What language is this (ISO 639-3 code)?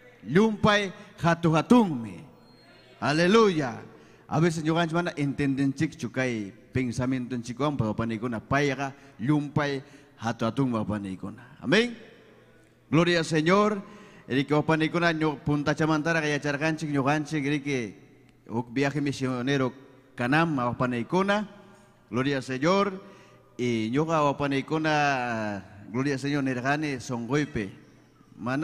quy